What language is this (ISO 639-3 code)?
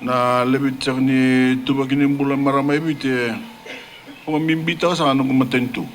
fij